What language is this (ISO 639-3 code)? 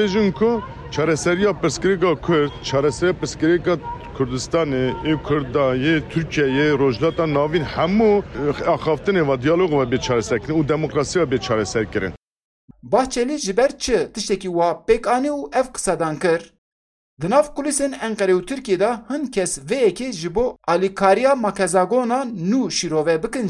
kur